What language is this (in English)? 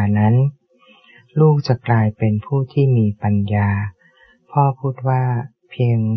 Thai